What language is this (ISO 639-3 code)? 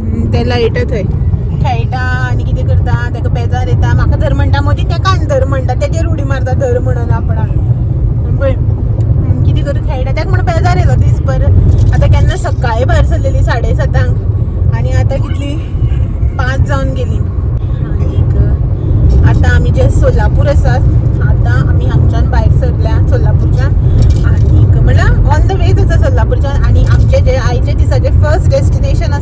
kok